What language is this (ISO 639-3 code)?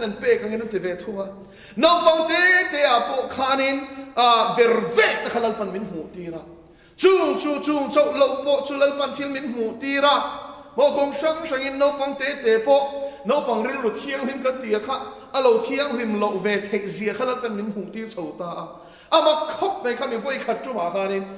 lus